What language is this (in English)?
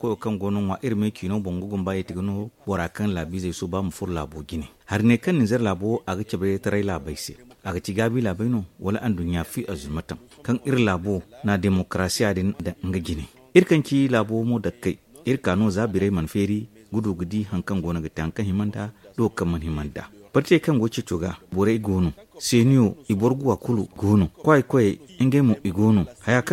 Zarma